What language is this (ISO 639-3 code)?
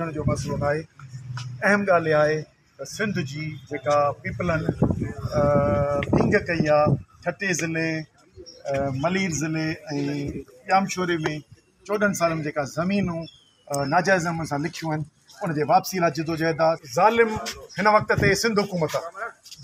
snd